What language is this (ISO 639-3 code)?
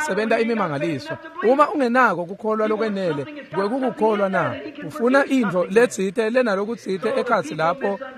ssw